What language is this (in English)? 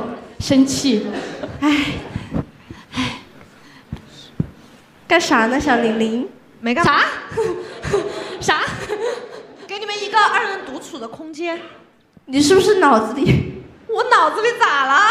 Chinese